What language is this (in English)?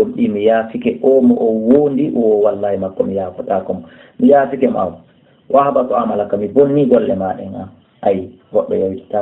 Fula